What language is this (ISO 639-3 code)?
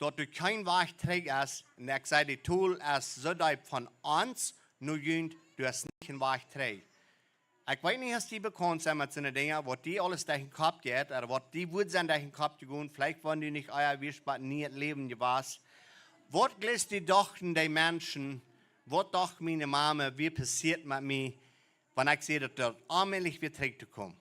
pdt